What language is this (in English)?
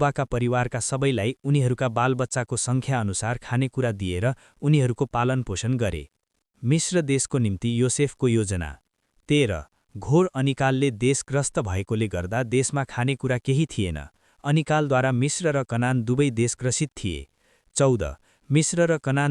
Nepali